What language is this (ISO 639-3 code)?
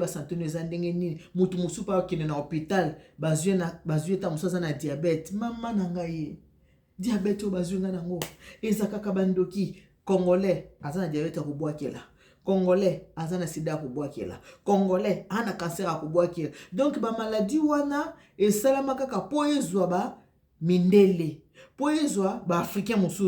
lin